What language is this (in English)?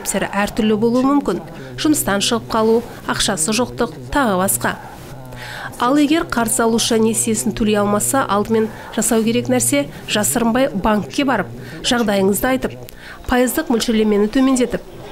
Kazakh